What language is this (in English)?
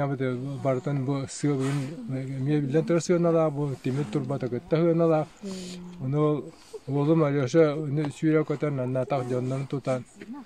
Yakut